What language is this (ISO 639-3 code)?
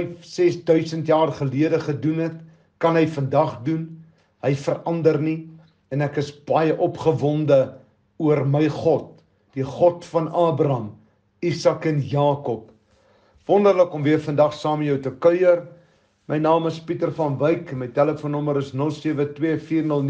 afr